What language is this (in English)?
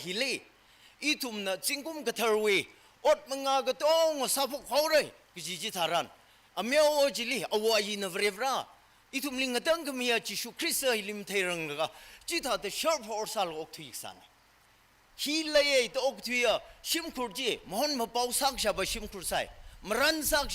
Tangkhul Naga (India)